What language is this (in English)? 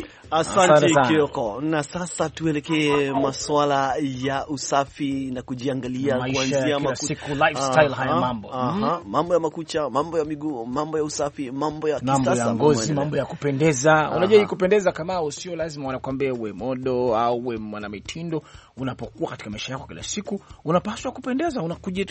Swahili